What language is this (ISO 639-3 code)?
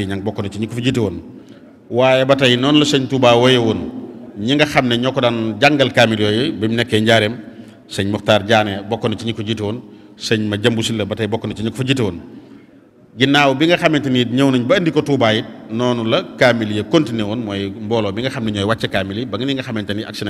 wol